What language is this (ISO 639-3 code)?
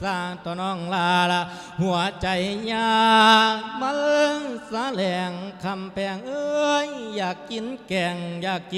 lao